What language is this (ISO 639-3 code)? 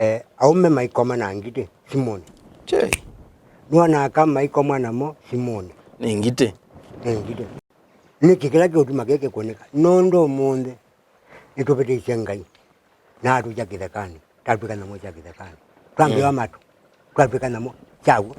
kam